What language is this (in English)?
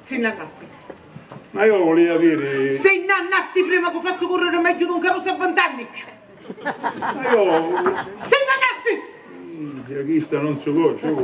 Sicilian